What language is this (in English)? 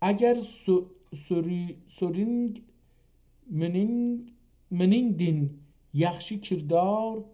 South Azerbaijani